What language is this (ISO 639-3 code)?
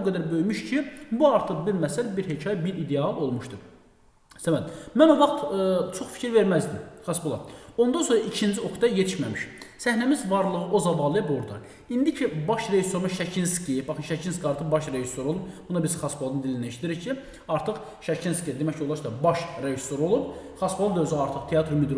aze